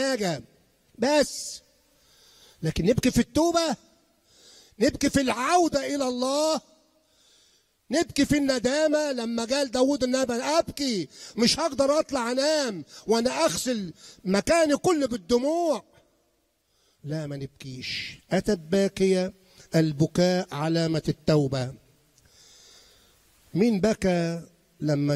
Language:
Egyptian Arabic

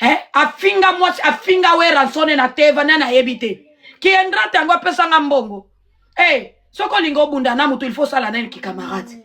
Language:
Lingala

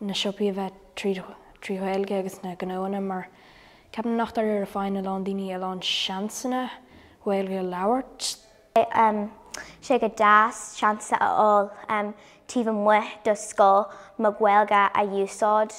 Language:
Irish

